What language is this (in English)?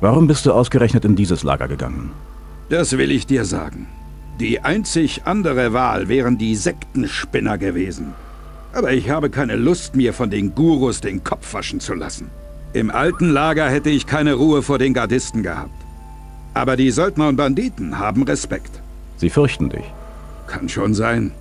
Bavarian